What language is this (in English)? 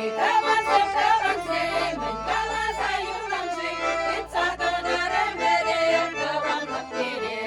Chuvash